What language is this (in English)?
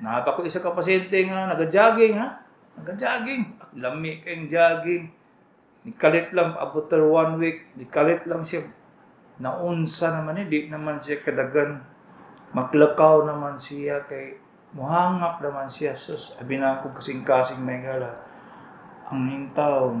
Cebuano